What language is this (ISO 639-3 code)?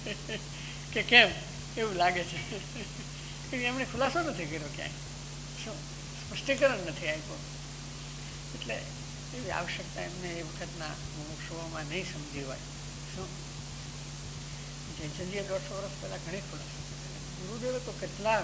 guj